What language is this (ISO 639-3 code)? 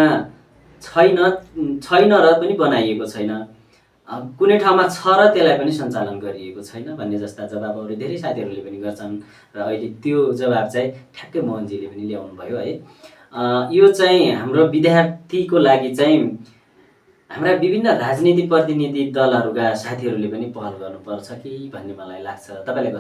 nep